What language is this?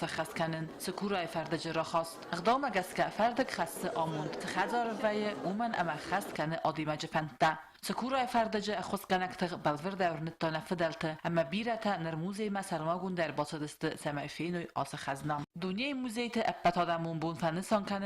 Ossetic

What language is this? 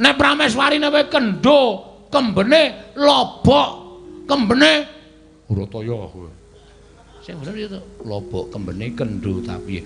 Javanese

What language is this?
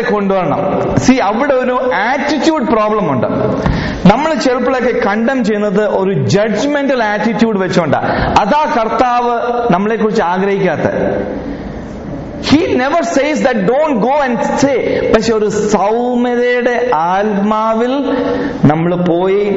Malayalam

